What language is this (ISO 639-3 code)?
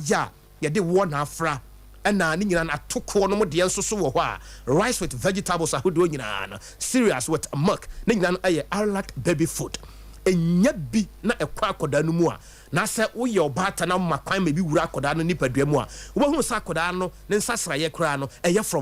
aka